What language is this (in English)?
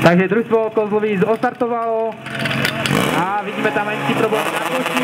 Czech